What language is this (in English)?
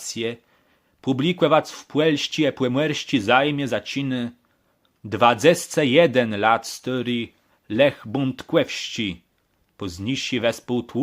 Kashubian